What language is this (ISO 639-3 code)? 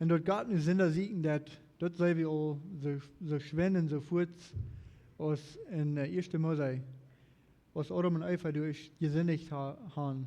pdt